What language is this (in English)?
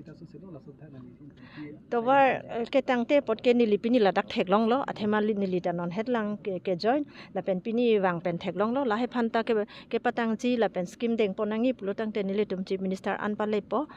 Karbi